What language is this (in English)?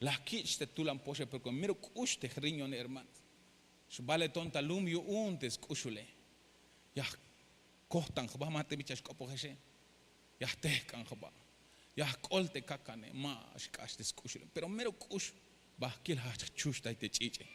Tzeltal